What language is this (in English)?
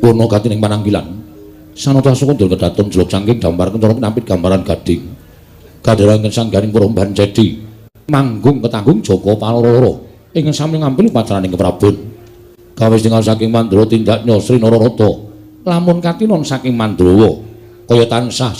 Javanese